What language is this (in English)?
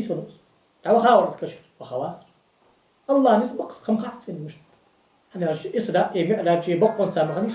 Ingush